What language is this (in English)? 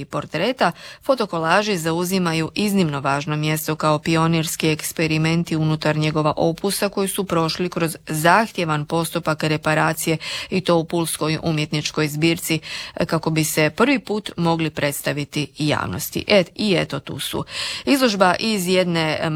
Croatian